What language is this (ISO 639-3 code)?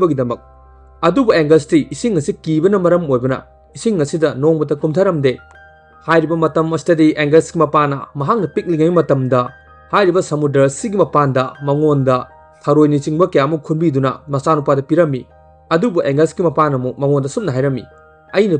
mni